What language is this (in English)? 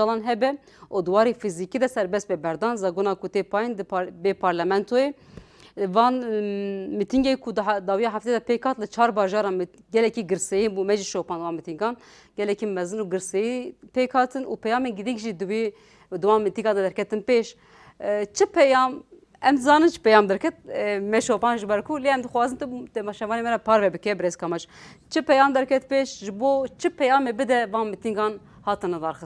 Kurdish